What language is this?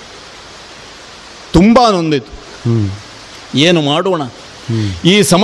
Kannada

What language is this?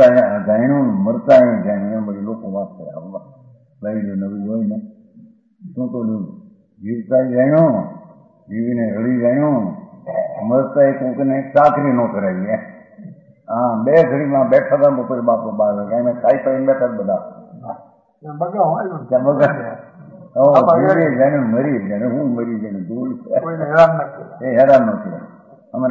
Gujarati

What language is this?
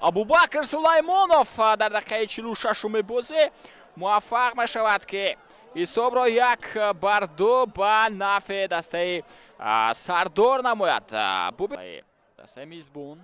Tajik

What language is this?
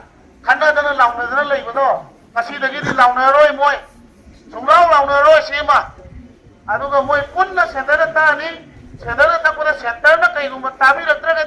Manipuri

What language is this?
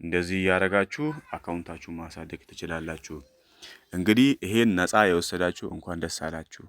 Amharic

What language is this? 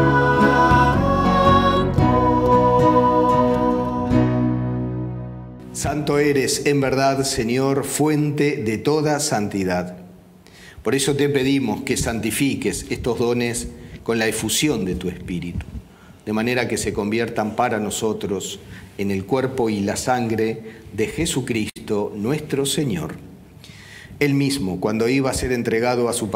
Spanish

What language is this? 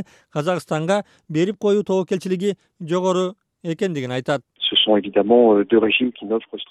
Kyrgyz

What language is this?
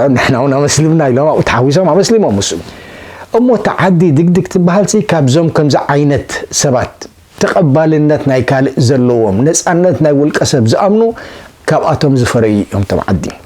Tigrinya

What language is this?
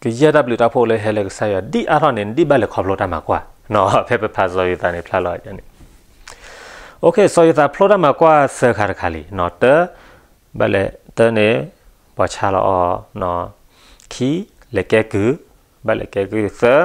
S'gaw Karen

